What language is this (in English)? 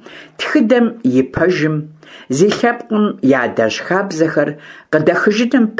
Kabardian